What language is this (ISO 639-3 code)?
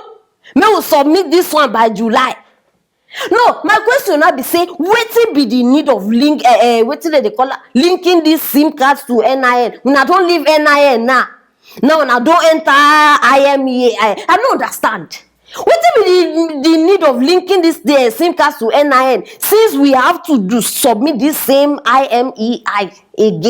pcm